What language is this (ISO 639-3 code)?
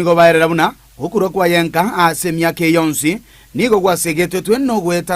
guz